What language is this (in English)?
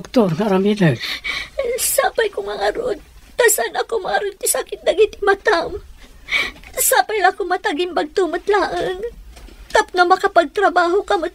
Iloko